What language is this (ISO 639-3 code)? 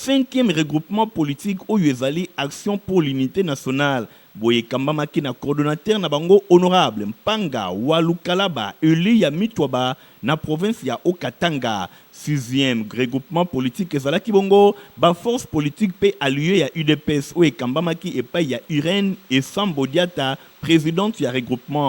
lin